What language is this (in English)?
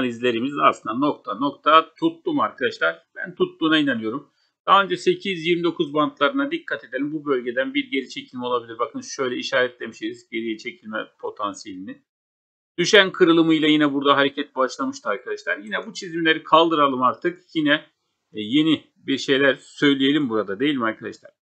Turkish